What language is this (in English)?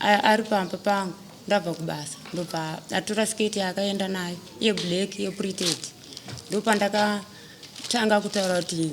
Shona